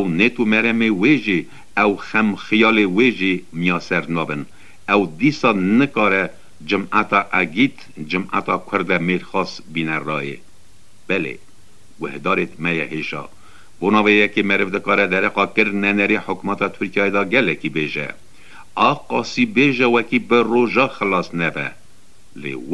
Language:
Kurdish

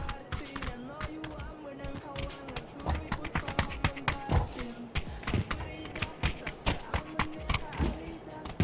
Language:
Yakut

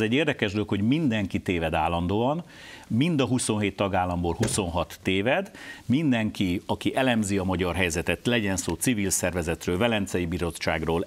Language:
Hungarian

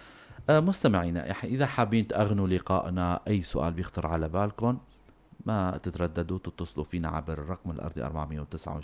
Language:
North Levantine Arabic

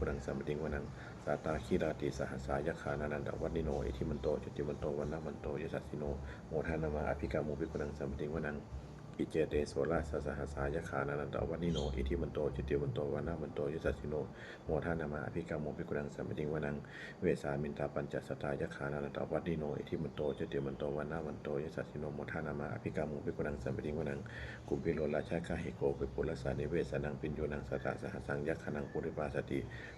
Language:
Pali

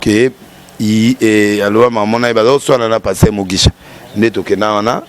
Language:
Lingala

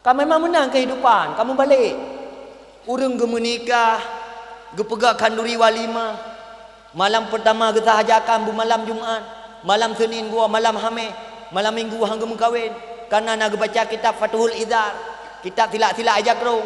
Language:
Achinese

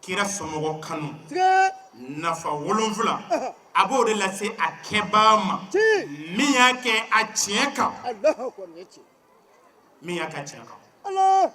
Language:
Bambara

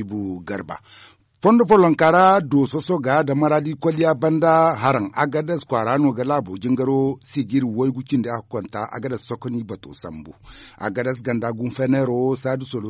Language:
Zarma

